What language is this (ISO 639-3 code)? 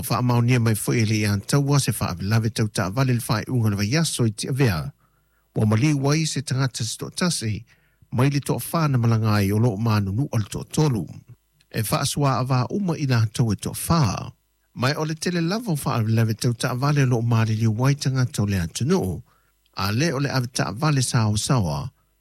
smo